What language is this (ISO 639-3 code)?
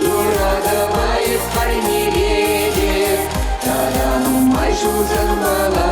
chv